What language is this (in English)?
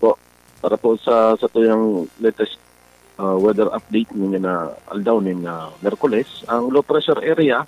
Bikol